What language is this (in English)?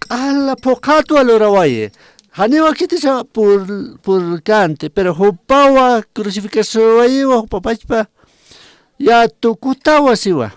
Aymara